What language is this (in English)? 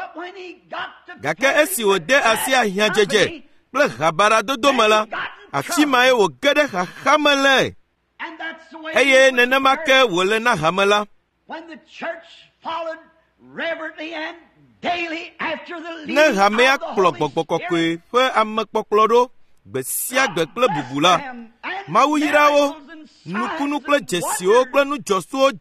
Ewe